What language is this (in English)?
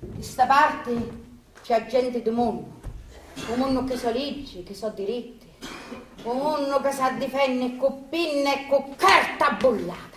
Sicilian